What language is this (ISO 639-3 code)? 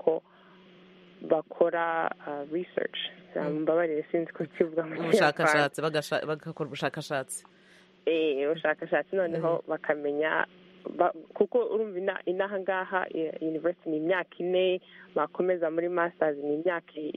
kin